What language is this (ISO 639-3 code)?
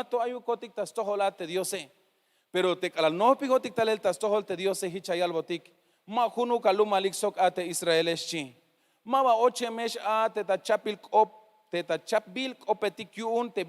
tzh